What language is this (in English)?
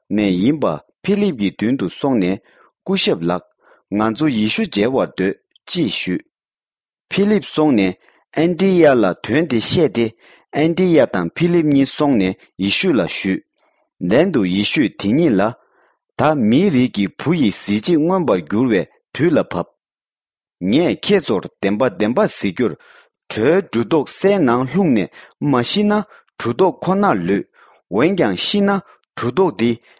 Tibetan